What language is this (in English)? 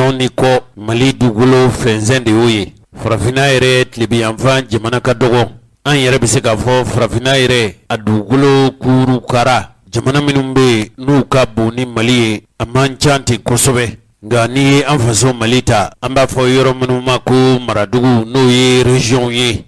Bambara